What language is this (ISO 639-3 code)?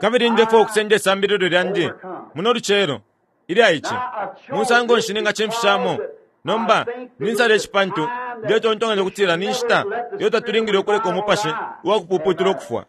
bem